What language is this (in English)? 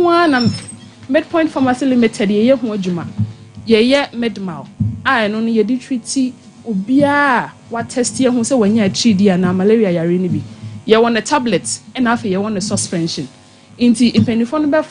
Akan